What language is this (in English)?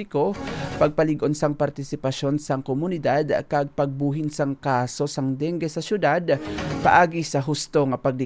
Hiligaynon